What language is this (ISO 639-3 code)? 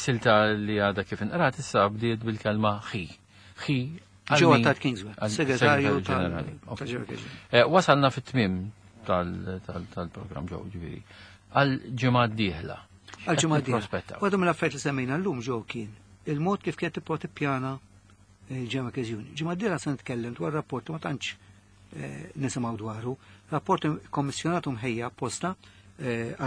mlt